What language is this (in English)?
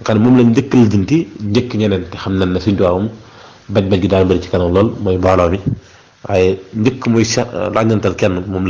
Wolof